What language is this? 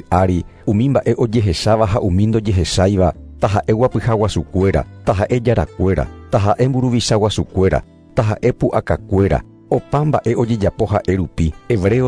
Guarani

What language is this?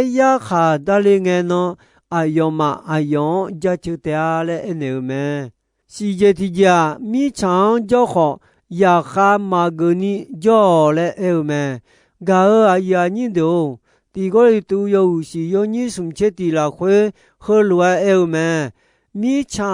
Akha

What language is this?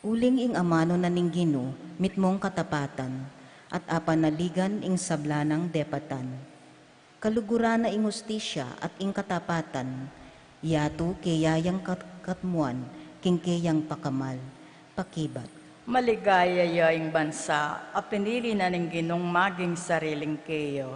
Pampanga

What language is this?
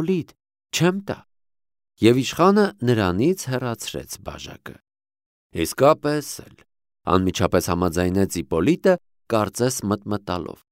Armenian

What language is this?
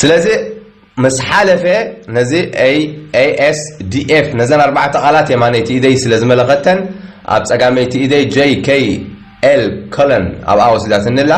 Tigrinya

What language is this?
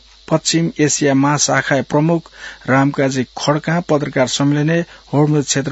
Newari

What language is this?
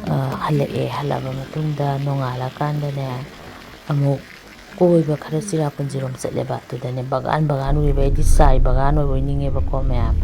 Manipuri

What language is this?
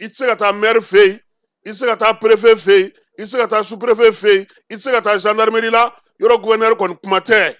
Bambara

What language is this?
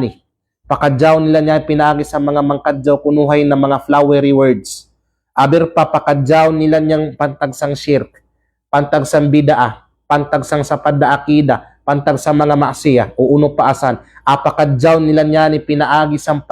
Kalagan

